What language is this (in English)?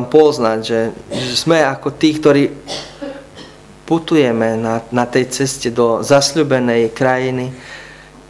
Slovak